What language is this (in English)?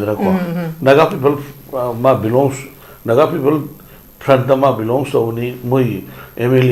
Manipuri